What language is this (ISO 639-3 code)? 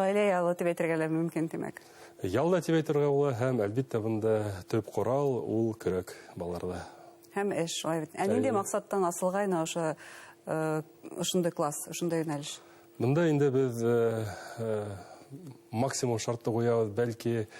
bak